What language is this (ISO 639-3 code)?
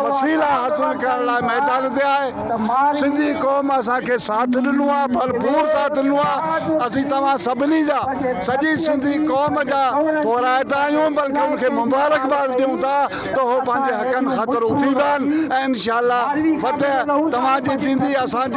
snd